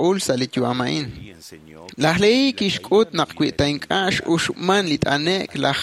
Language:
Kekchí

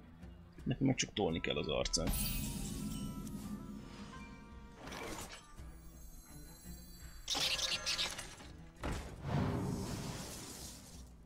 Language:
Hungarian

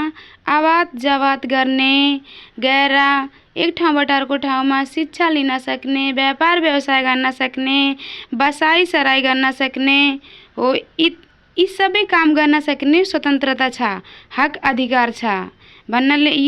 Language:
Nepali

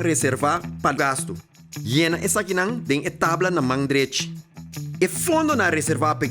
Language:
Papiamento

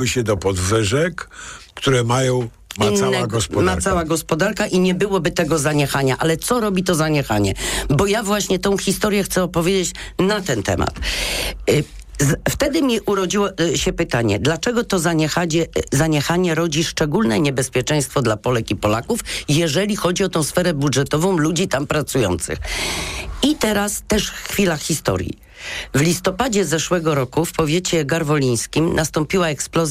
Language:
Polish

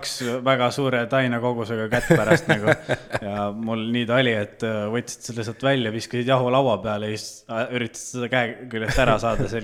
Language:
Estonian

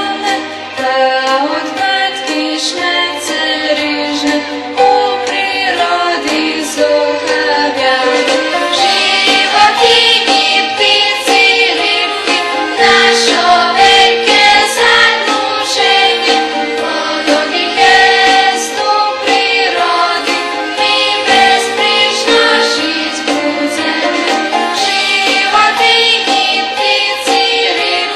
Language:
Rusyn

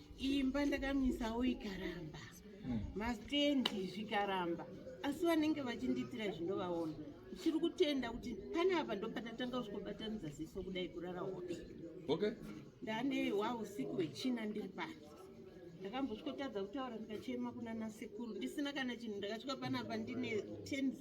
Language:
Shona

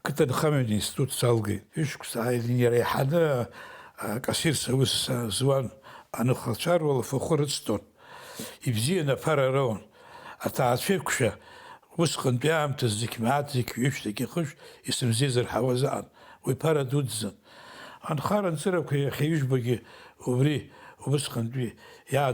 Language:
Abkhazian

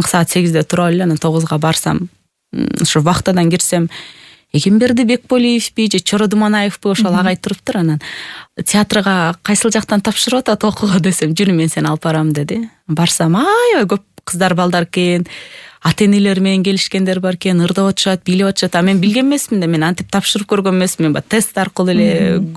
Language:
Kyrgyz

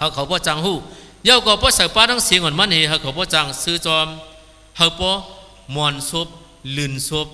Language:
Shan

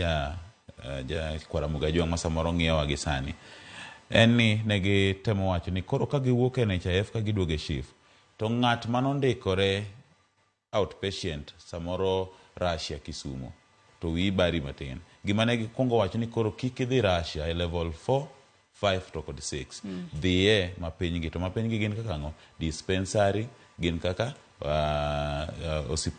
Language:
Luo (Kenya and Tanzania)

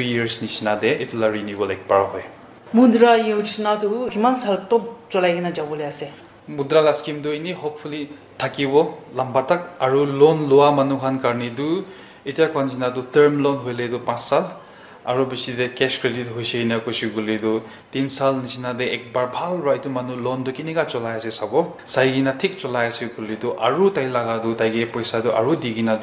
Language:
Naga Pidgin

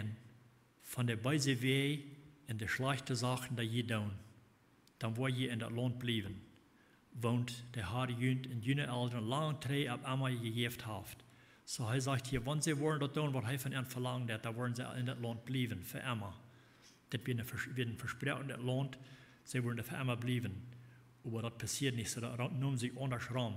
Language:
Plautdietsch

